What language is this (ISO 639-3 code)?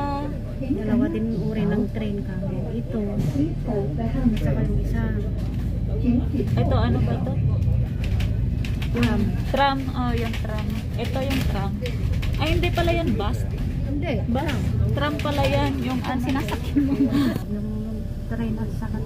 fil